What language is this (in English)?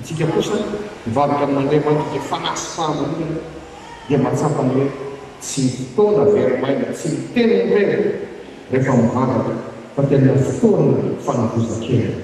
Malagasy